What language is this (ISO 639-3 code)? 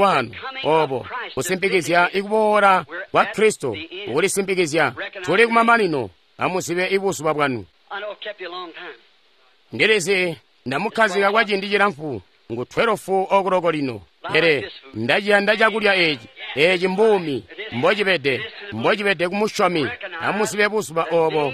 toi